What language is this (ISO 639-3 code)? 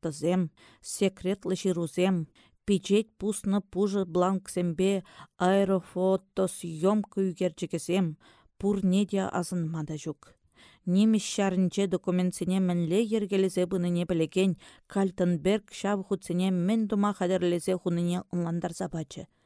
chv